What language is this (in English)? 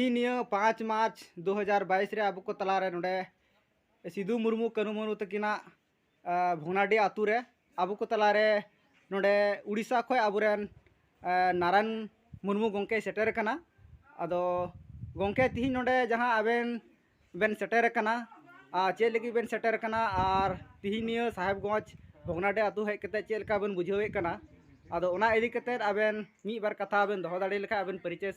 Santali